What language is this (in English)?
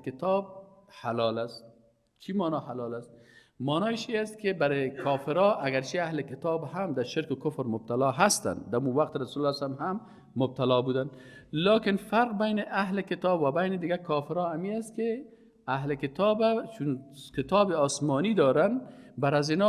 Persian